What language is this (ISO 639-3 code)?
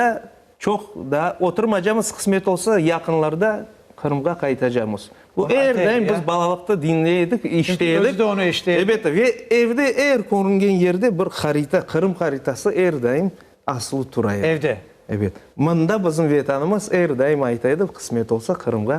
crh